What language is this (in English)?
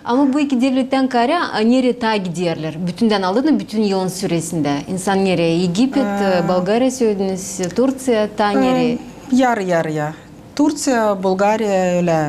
Gagauz